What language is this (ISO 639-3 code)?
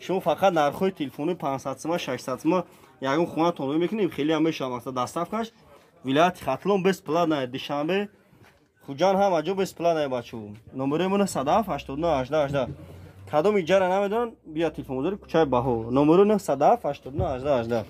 tgk